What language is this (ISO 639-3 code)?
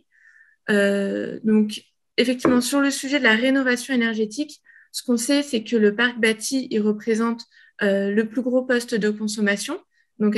fra